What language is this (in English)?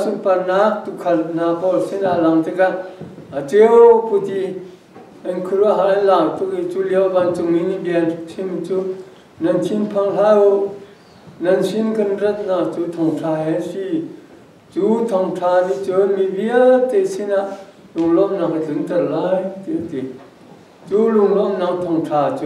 Hakha Chin